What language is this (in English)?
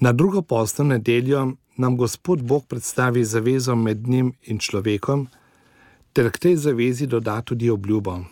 Slovenian